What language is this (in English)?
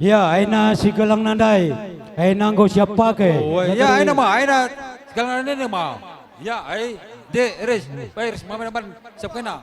Batak Karo